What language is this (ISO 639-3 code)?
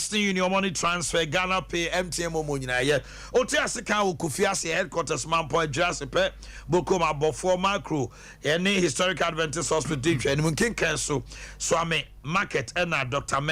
aka